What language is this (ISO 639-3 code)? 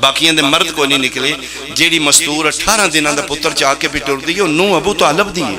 phr